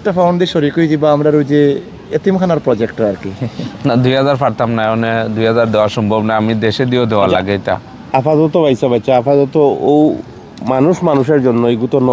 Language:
Sylheti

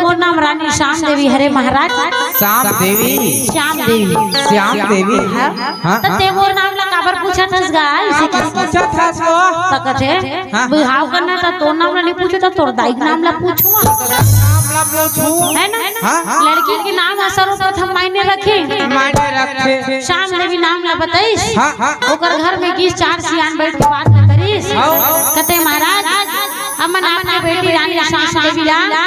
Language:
Chhattisgarhi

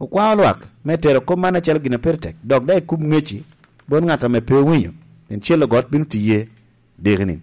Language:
Lango (Uganda)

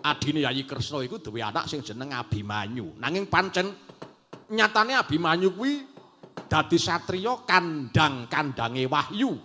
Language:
Javanese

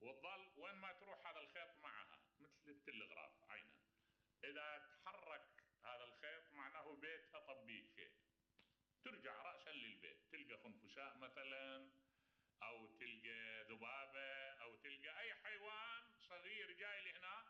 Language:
Mesopotamian Arabic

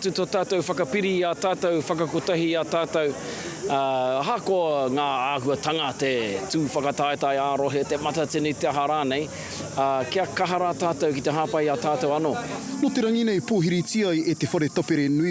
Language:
Māori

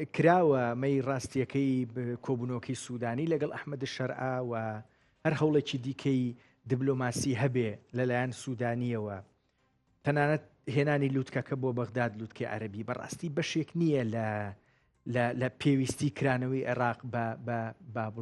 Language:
Central Kurdish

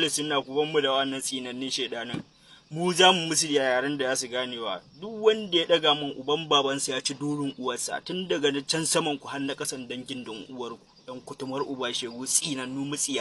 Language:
Hausa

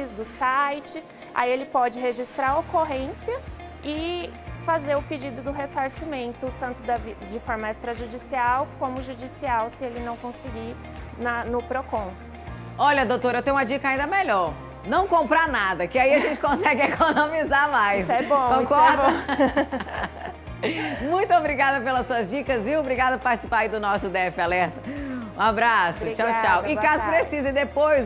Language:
Portuguese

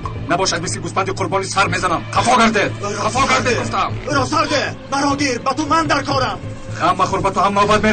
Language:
Tajik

